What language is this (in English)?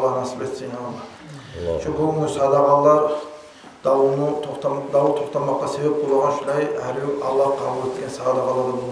Kumyk